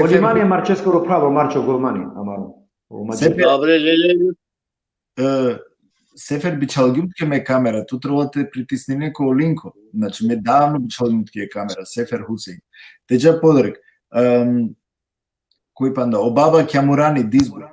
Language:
Balkan Romani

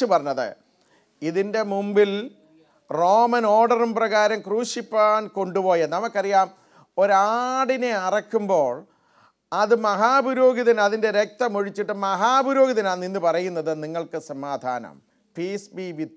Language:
Malayalam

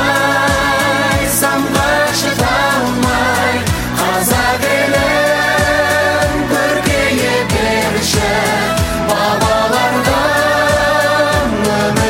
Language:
Kazakh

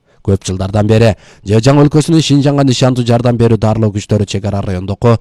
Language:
Kyrgyz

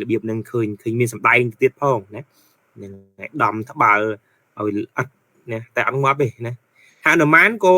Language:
Khmer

